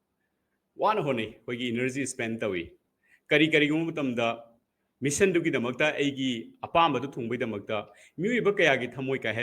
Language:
Manipuri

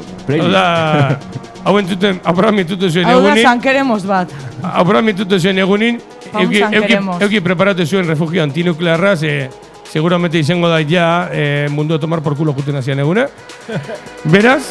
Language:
Basque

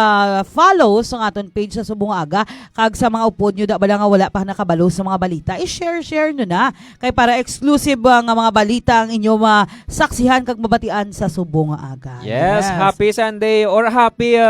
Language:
Hiligaynon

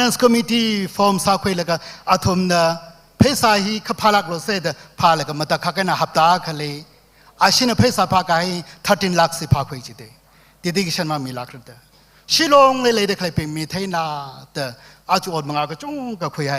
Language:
Tangkhul Naga (India)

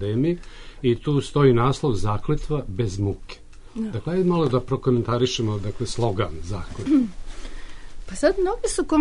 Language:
Serbian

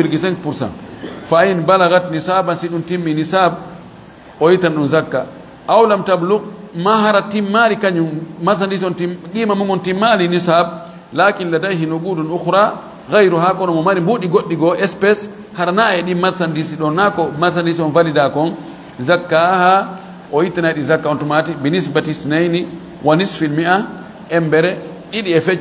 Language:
Fula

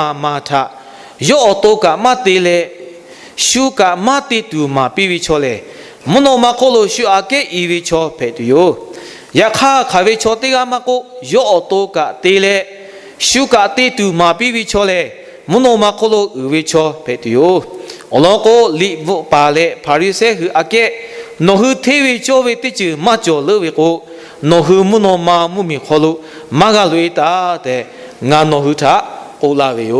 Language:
Lahu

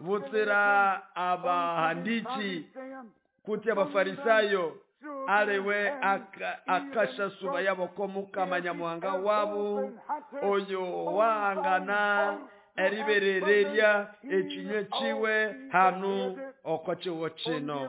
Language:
Nande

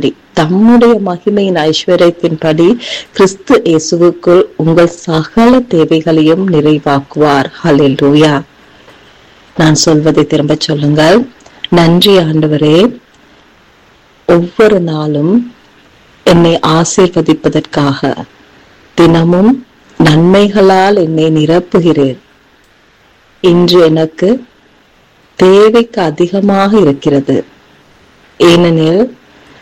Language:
Tamil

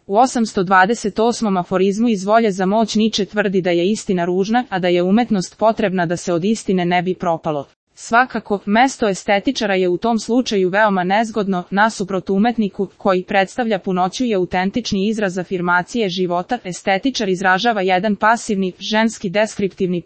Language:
Serbian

